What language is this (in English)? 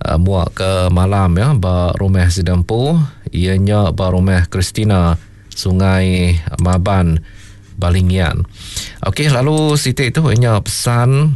Iban